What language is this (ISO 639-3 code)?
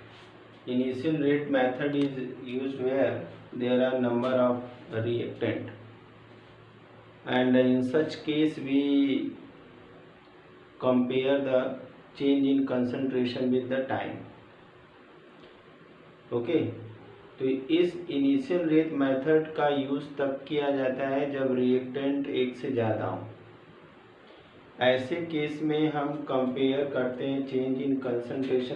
hin